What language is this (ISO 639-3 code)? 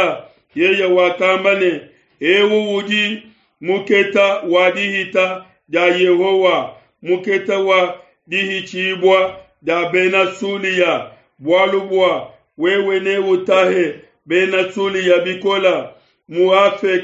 lua